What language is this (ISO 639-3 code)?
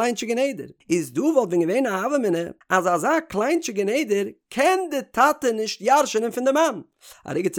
yid